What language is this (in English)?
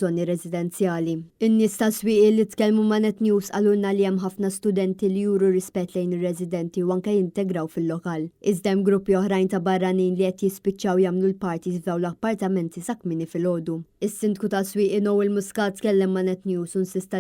Maltese